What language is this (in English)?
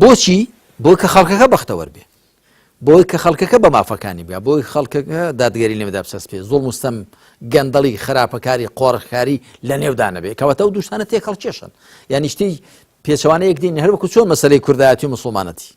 Central Kurdish